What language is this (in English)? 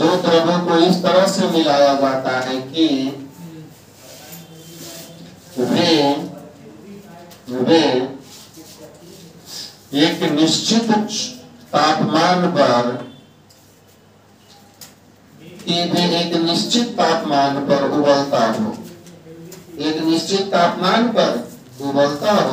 Hindi